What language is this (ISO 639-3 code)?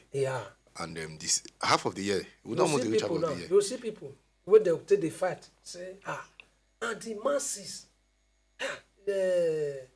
pcm